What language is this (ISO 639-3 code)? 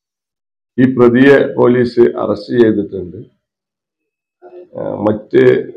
mal